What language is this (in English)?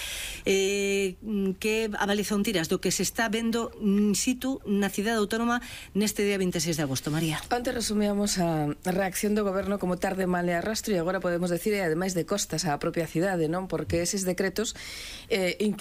Galician